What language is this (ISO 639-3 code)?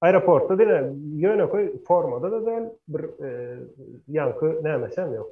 tuk